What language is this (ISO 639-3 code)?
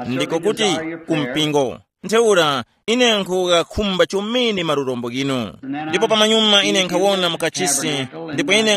tum